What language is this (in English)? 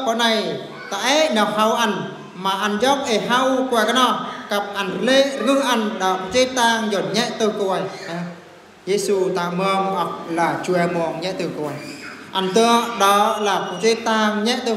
Eastern Bru